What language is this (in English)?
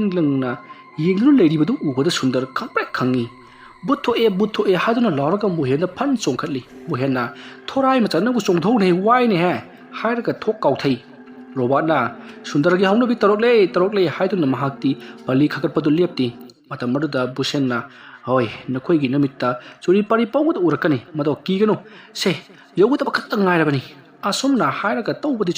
Manipuri